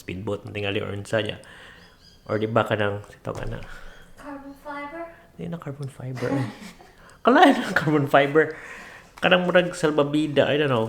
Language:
Cebuano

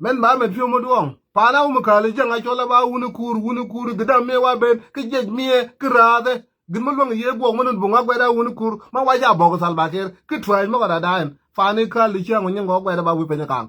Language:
Nuer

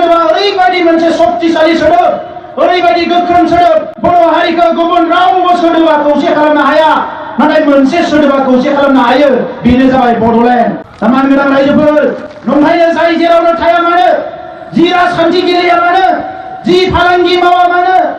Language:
Bodo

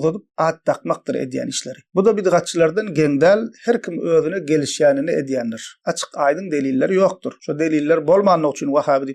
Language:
Turkmen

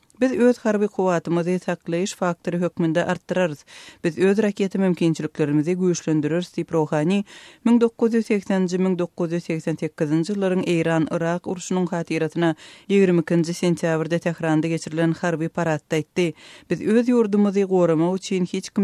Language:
Turkmen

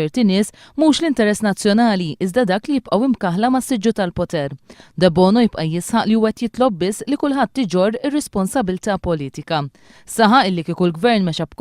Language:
Maltese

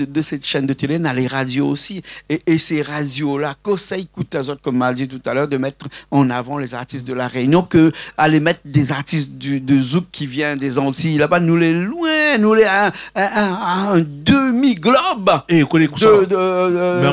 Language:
Réunion Creole French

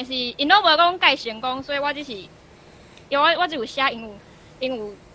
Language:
Min Nan Chinese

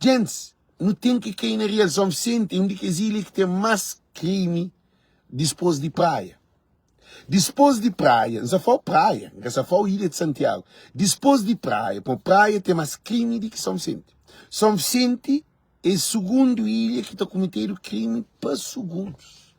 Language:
Kabuverdianu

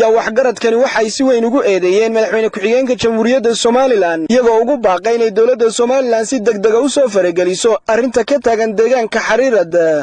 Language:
Somali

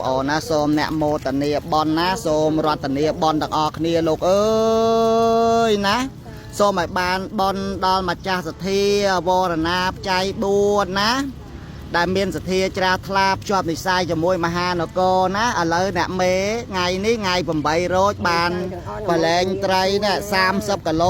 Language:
Khmer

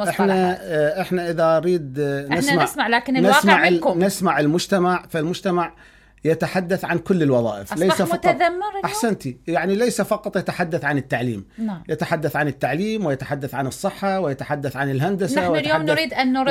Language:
Mesopotamian Arabic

